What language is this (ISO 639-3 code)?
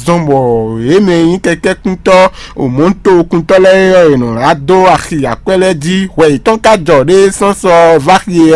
fon